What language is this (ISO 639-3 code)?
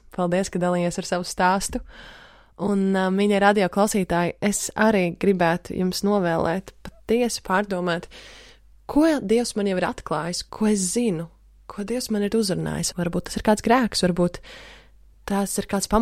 lav